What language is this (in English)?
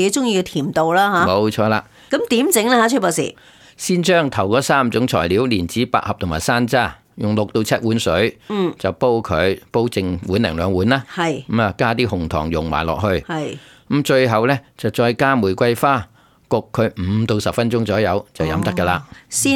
Cantonese